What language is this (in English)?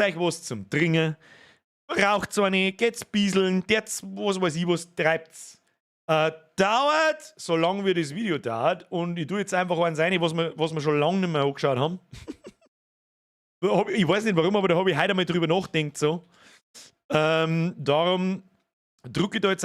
Bavarian